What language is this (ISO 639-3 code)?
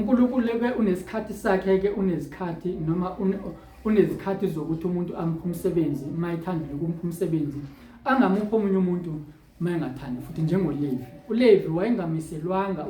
zul